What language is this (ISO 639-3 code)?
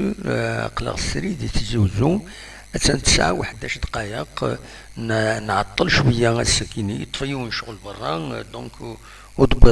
kab